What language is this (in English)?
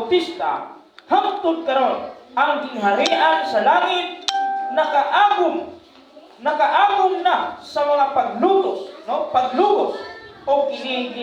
Cebuano